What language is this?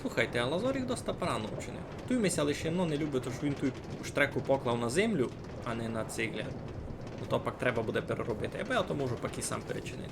Rusyn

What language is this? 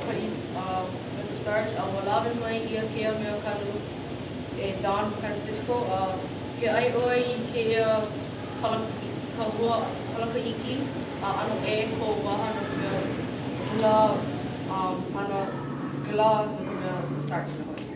Hawaiian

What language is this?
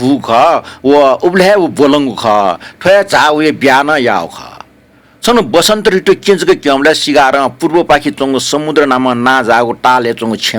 Newari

